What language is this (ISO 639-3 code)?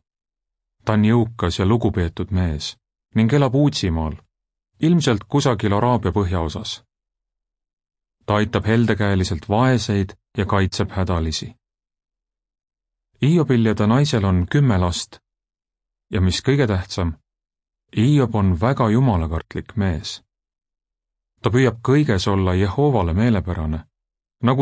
est